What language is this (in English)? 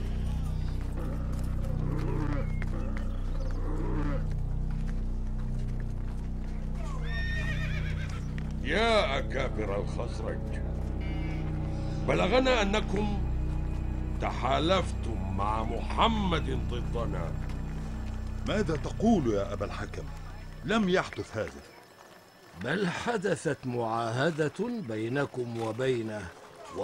Arabic